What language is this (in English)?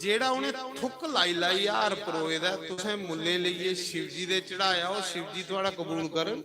Dogri